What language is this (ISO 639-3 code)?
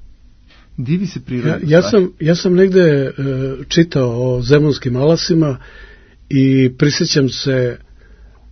srp